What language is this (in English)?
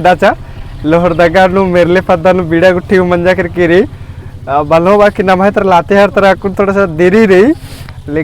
Kurukh